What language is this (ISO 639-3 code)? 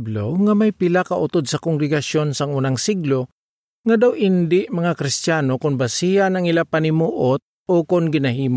hil